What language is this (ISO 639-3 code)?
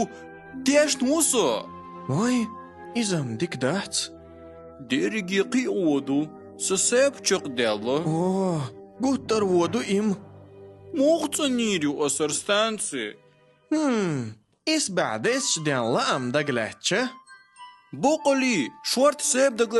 che